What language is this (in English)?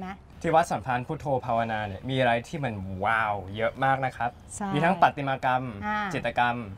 Thai